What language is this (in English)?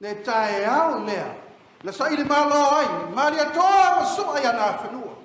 Samoan